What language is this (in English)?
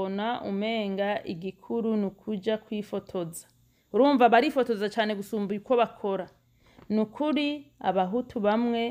Rundi